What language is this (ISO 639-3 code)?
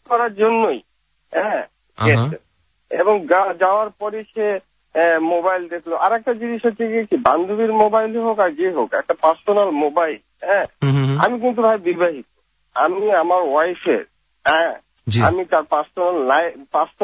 ben